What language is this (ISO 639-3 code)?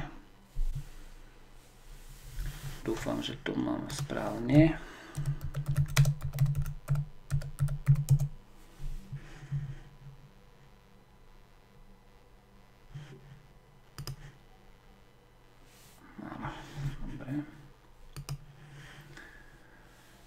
slk